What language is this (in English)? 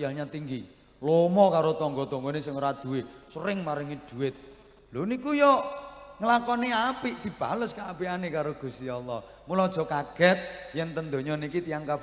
Javanese